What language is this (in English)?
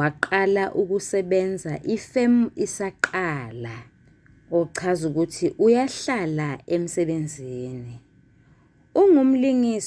Zulu